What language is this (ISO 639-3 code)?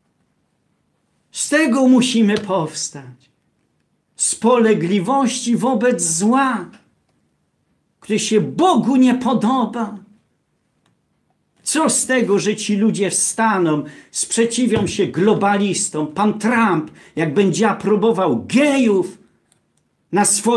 pol